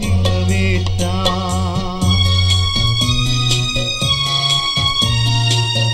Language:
Malayalam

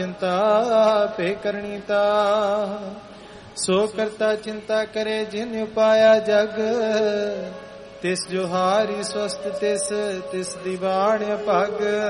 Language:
Punjabi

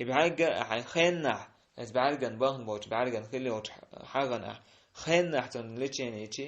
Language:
Chechen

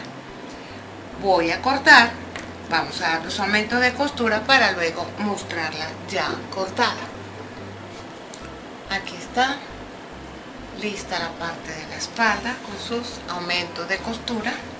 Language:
Spanish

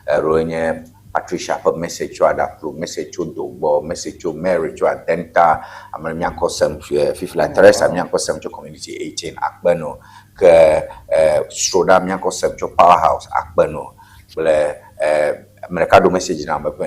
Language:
Ewe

